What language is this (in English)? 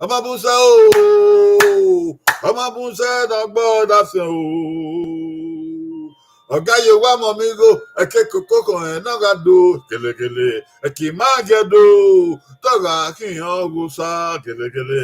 Bini